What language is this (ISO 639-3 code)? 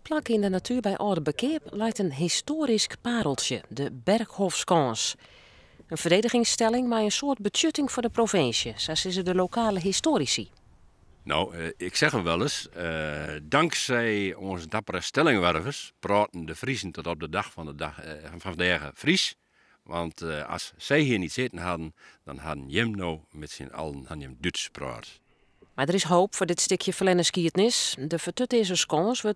fry